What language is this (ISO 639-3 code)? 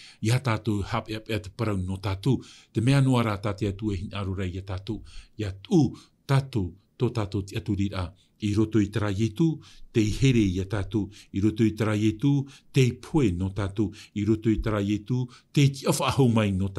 tah